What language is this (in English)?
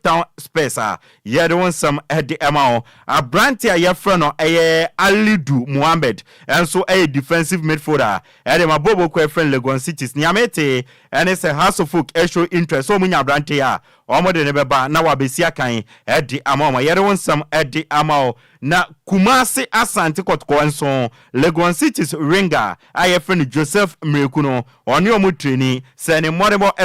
Akan